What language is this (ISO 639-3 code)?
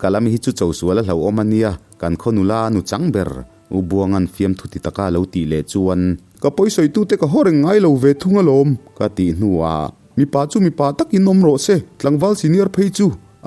lus